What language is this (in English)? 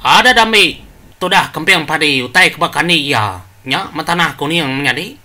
Iban